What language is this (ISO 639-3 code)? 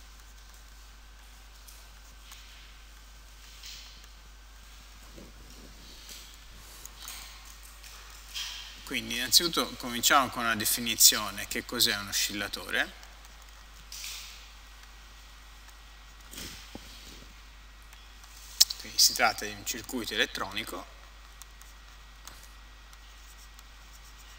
ita